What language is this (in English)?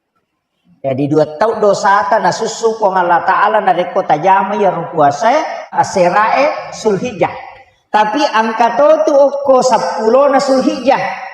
Buginese